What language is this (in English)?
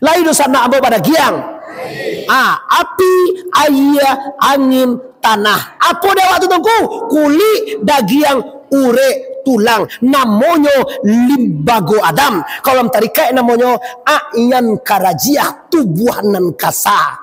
Minangkabau